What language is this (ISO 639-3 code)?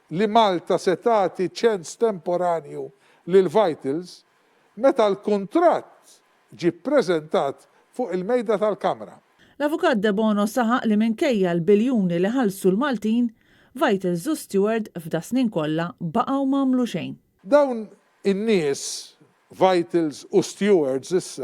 mlt